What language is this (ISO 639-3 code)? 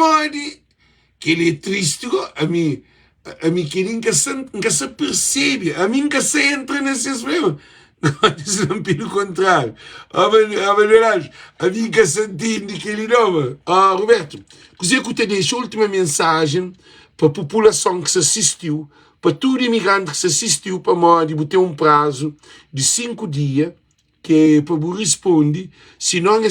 kea